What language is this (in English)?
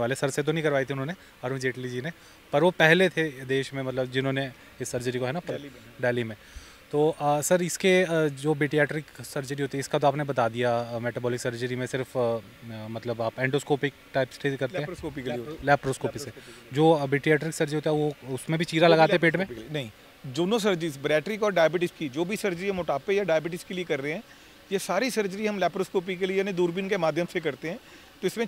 Hindi